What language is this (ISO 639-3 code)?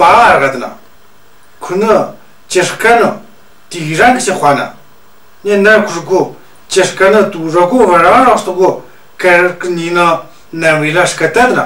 mjg